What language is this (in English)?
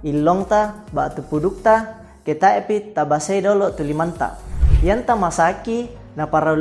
Toraja-Sa'dan